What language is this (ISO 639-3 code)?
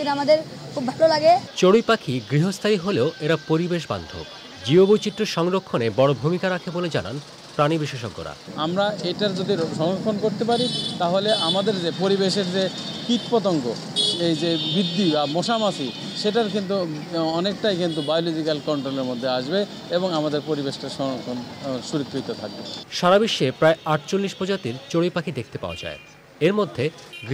ben